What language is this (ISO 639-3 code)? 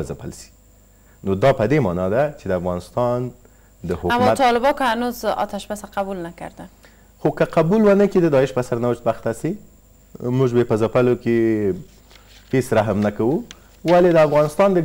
fas